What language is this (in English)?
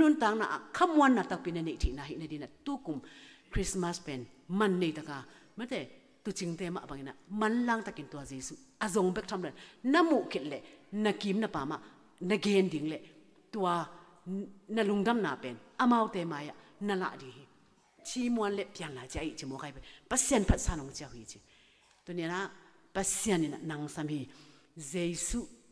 Tedim Chin